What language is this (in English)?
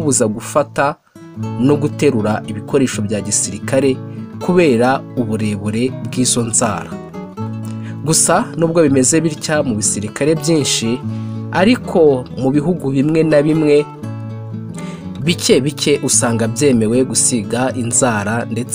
Kinyarwanda